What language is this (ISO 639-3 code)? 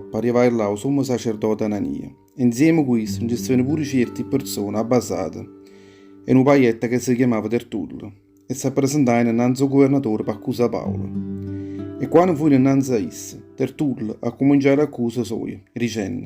nap